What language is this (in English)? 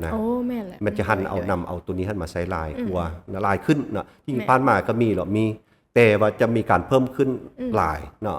Lao